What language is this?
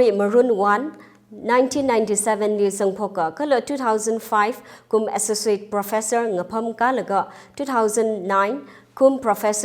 Tangkhul Naga (India)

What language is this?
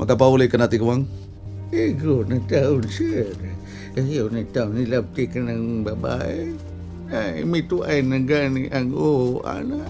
Cebuano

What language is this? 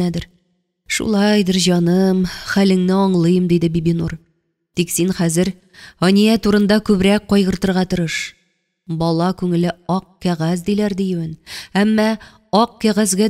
Tatar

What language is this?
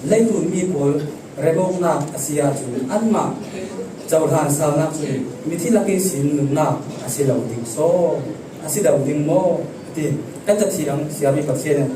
Falam Chin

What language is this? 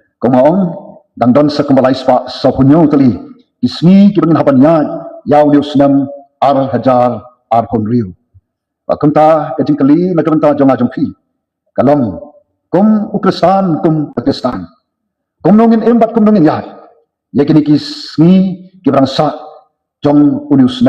Khasi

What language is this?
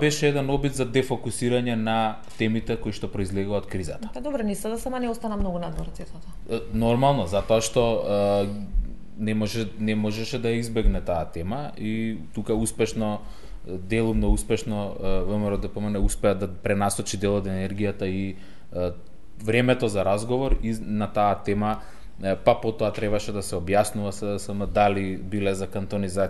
Macedonian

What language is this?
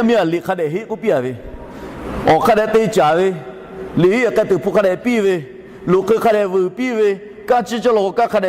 Lahu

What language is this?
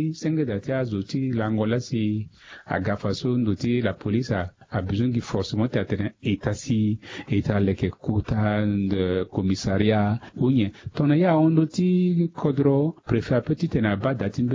Sango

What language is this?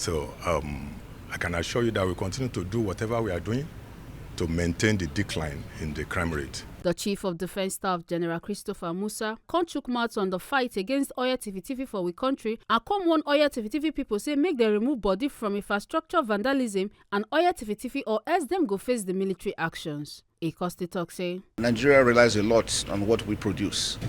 Nigerian Pidgin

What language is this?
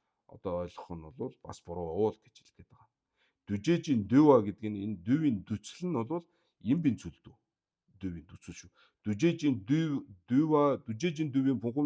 Mongolian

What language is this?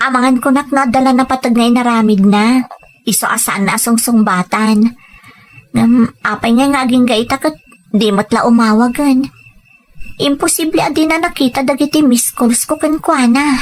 Iloko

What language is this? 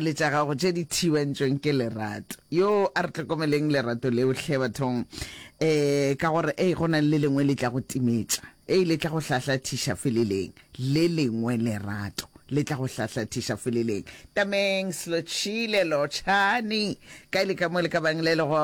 Northern Sotho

